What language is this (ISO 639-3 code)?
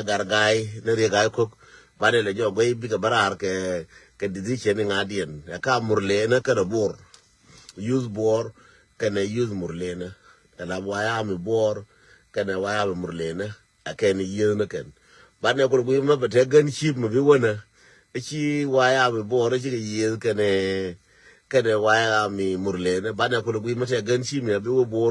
nus